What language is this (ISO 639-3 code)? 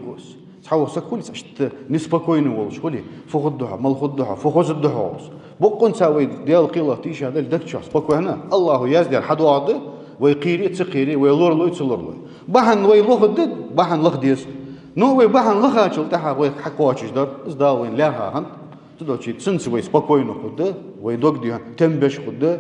inh